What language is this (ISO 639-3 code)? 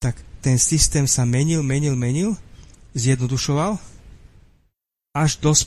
slk